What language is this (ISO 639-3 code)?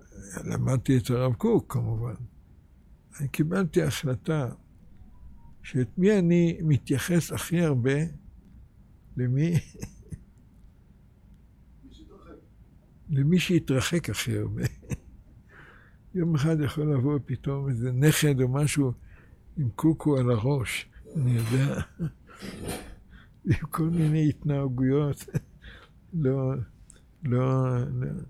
heb